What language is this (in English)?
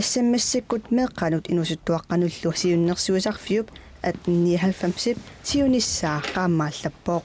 Kalaallisut